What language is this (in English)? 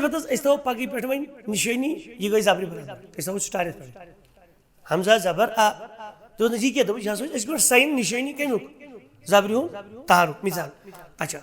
Kashmiri